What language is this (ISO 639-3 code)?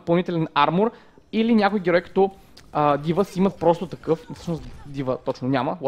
bul